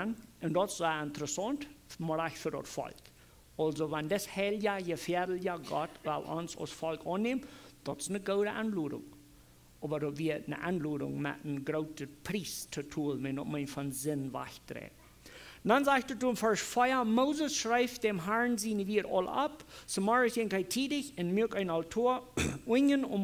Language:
Plautdietsch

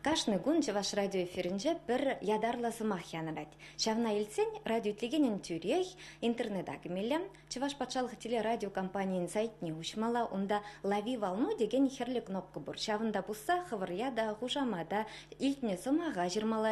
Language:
Chuvash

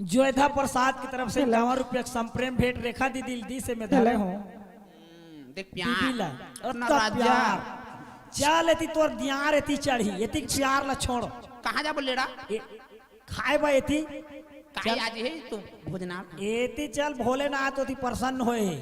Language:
Chhattisgarhi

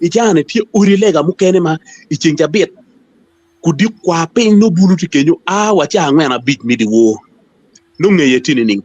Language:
Acoli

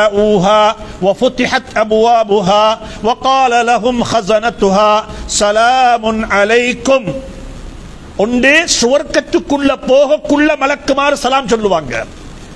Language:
Tamil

